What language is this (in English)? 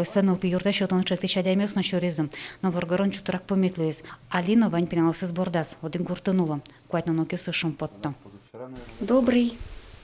Udmurt